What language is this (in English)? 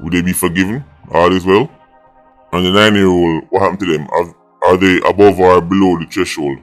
Jamaican Creole English